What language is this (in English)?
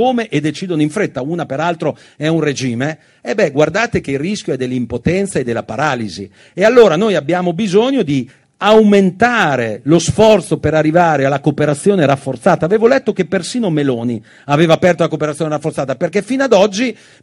Italian